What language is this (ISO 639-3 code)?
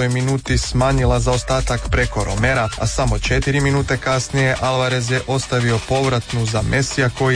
hrv